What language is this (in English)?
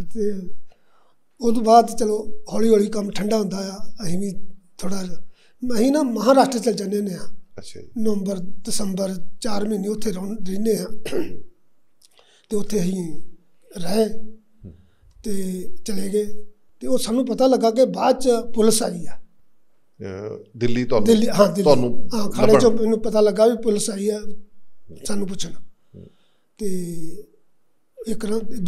Punjabi